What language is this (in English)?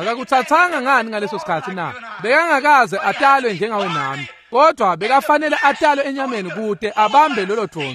Swati